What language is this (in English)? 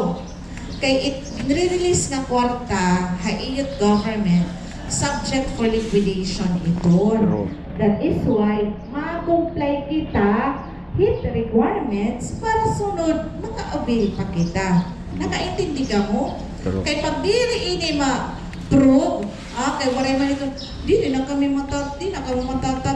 Waray